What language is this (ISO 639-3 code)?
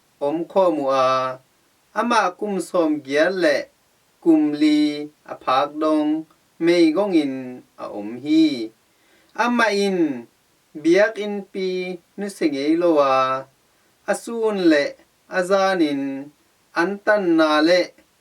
ctd